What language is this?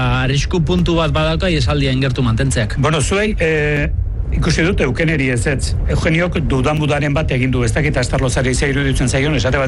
Basque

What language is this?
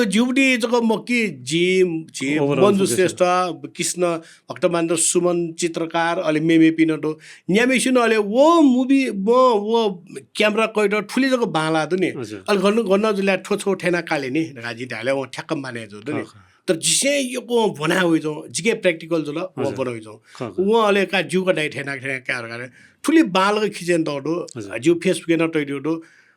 Newari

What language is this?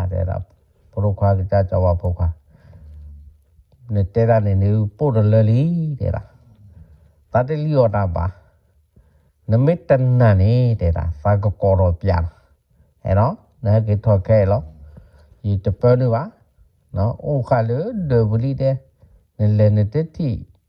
S'gaw Karen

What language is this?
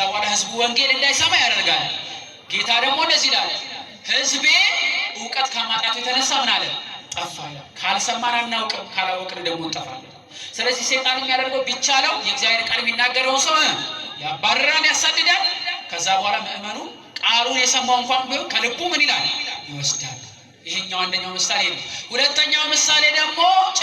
Amharic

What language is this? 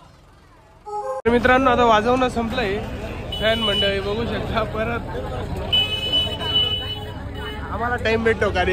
Marathi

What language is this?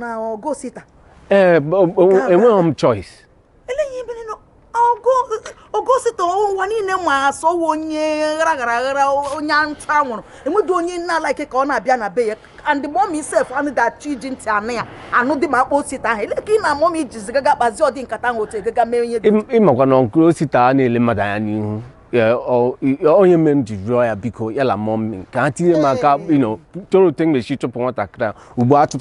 Igbo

